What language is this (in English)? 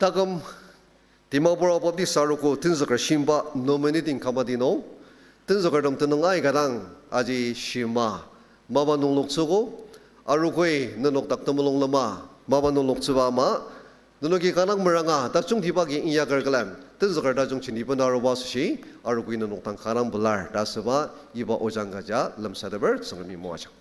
Ao Naga